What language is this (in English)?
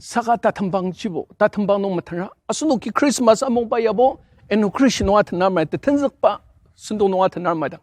Ao Naga